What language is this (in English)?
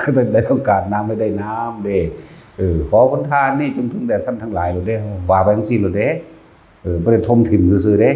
Northeastern Thai